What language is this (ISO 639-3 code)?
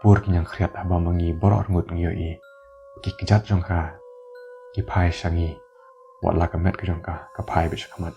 kha